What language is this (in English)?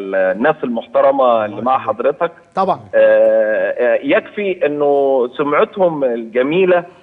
Egyptian Arabic